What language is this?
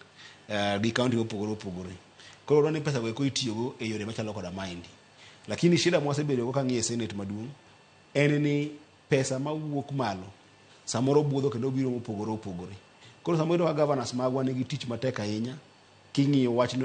Luo (Kenya and Tanzania)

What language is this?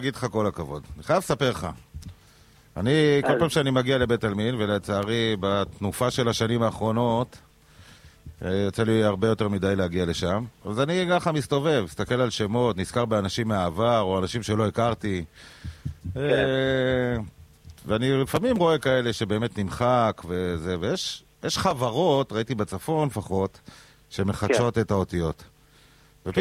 Hebrew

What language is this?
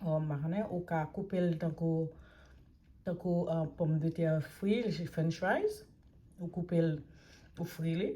Haitian Creole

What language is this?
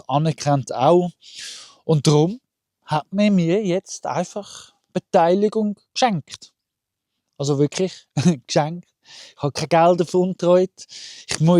Swiss German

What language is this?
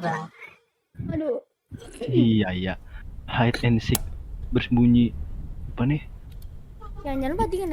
Banjar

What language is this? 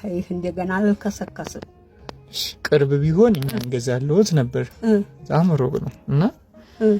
Amharic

